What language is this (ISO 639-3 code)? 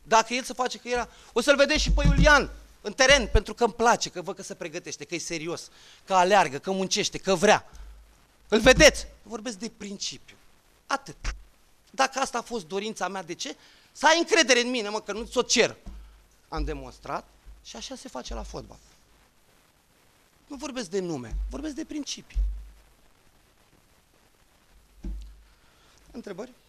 ron